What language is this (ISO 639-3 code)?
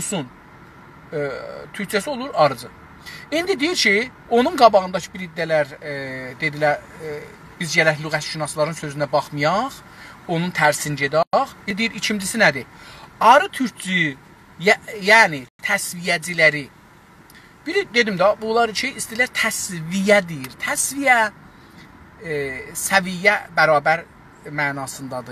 azb